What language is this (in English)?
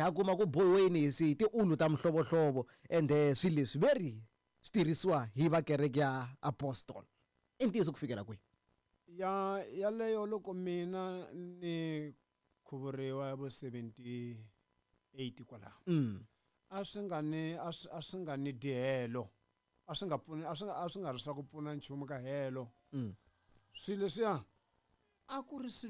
Tsonga